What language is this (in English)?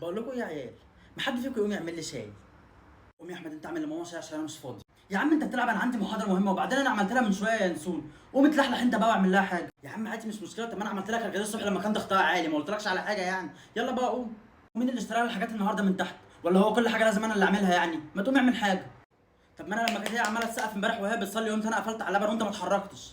Egyptian Arabic